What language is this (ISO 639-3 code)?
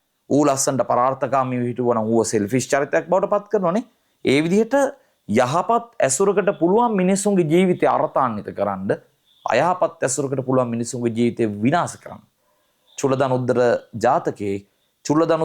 sin